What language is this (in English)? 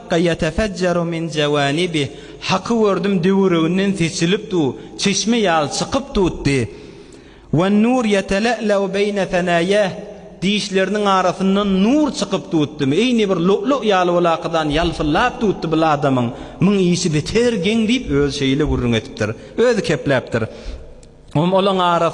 Turkmen